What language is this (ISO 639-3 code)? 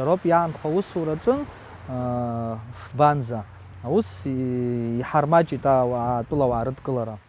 abk